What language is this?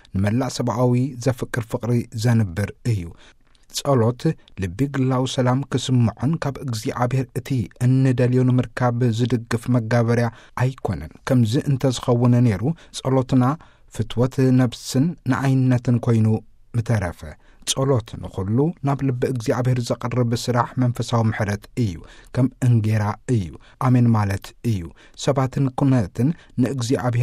Tigrinya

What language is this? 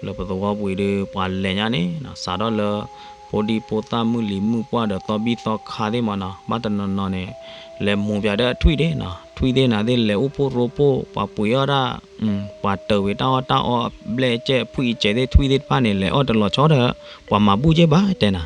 S'gaw Karen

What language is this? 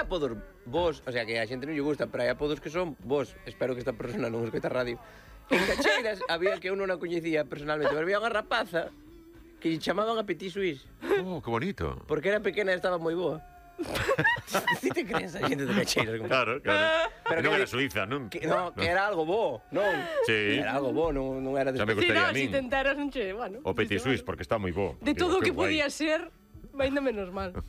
Galician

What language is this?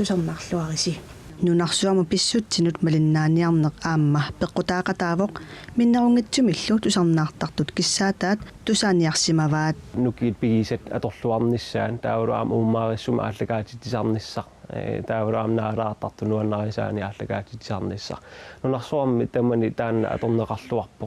Kalaallisut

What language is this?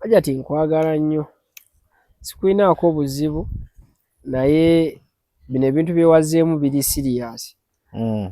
Ganda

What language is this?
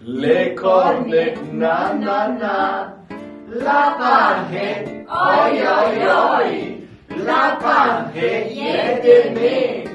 Arpitan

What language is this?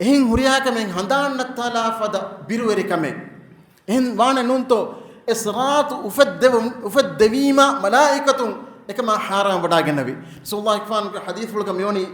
Divehi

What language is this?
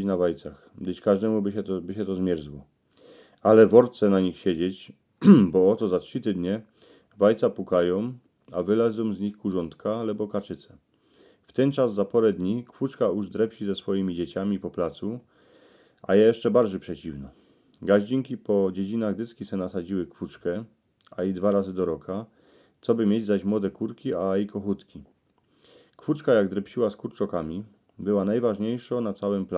Silesian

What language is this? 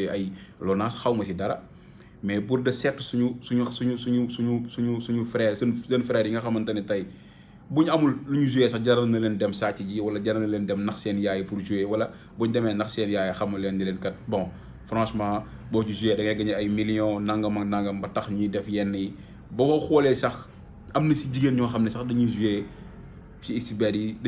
Wolof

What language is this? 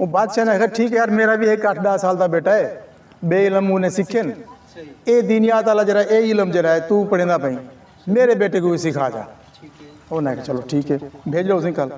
Saraiki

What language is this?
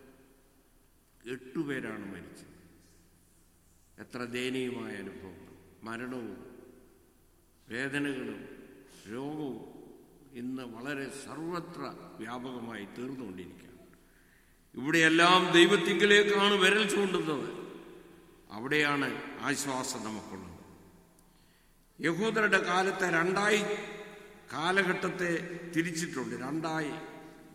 Malayalam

